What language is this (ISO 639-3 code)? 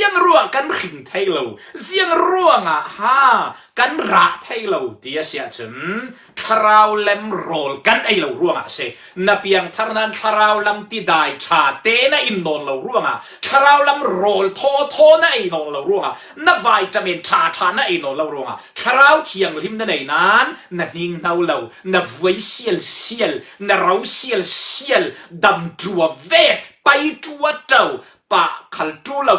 cfm